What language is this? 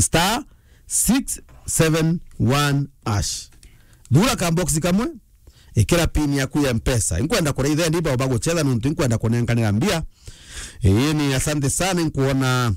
Meru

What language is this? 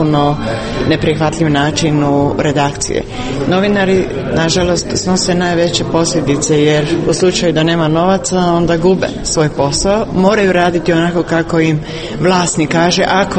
Croatian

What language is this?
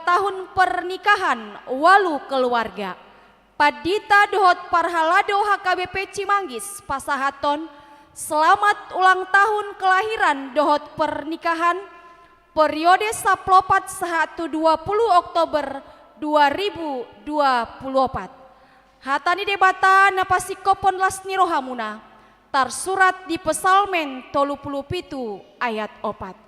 Batak Toba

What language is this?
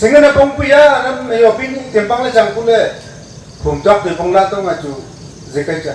Wancho Naga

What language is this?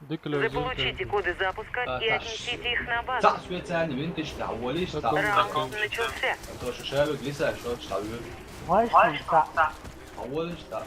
Chechen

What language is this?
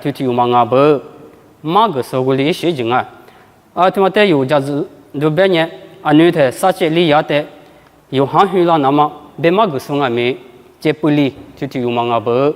Lisu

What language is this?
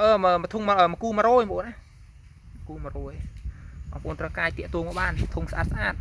Khmer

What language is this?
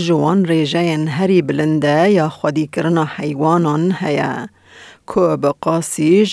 Kurdish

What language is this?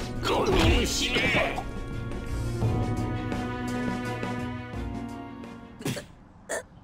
Japanese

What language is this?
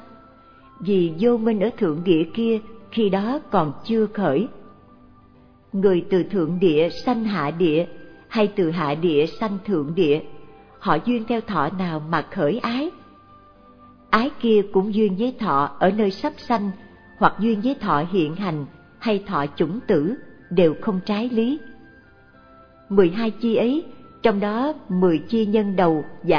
Vietnamese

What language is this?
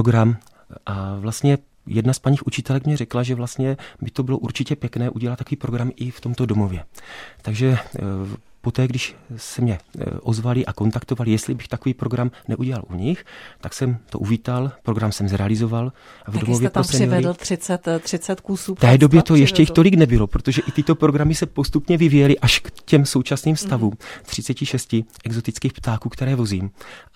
Czech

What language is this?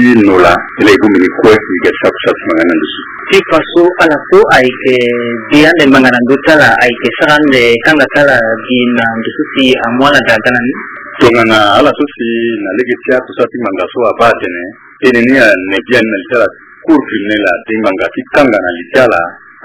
Sango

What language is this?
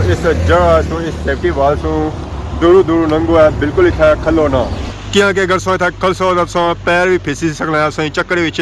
Pahari-Potwari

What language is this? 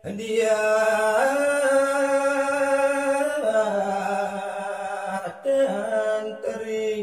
Balinese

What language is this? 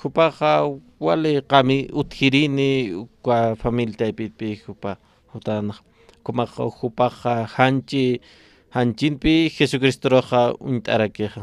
Aymara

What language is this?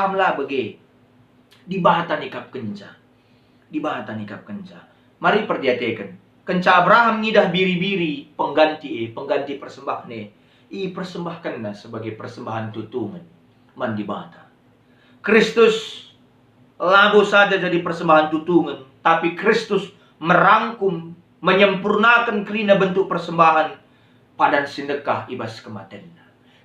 Batak Karo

